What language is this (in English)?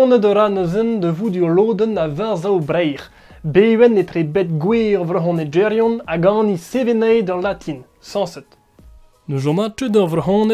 Breton